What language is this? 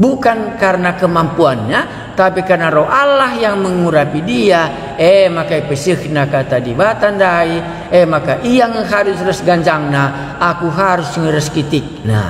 Batak Karo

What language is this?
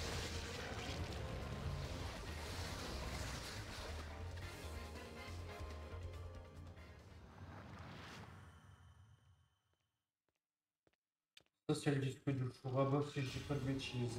French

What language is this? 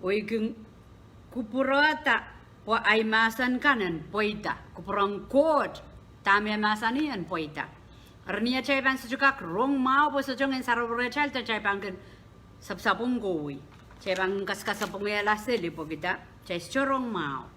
Pohnpeian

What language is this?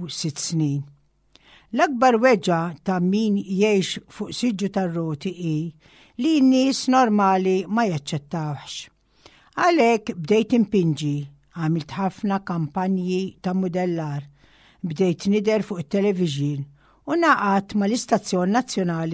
Maltese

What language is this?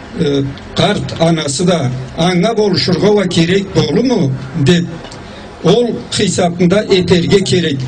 Karachay-Balkar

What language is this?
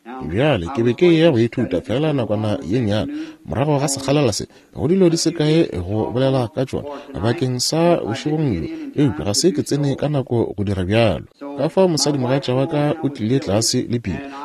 Northern Sotho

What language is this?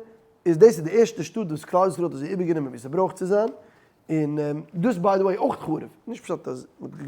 Yiddish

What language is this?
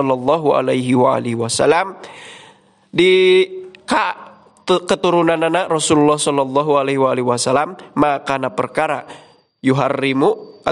Sundanese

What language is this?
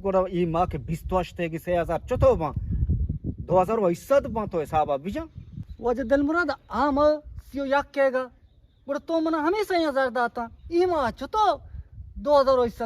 Eastern Balochi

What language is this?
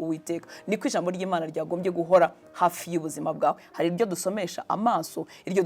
Kinyarwanda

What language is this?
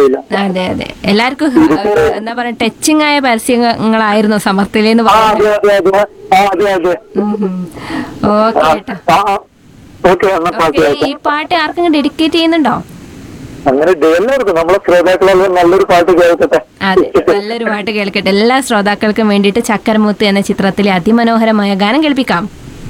Malayalam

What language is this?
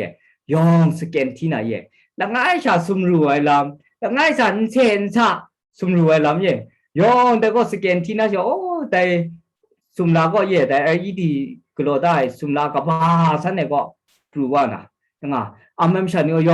Kachin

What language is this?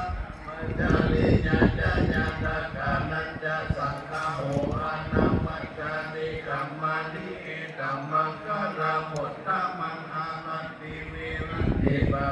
Pali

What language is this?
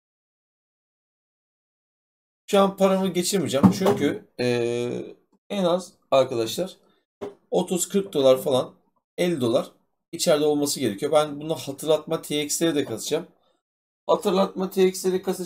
Turkish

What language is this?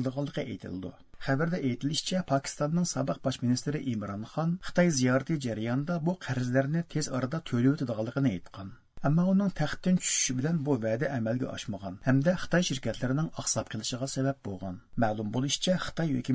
Uyghur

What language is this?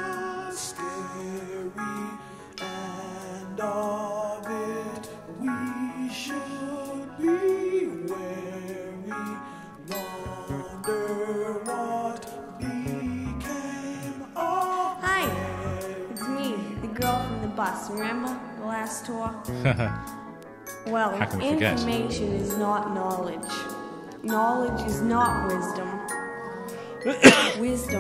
English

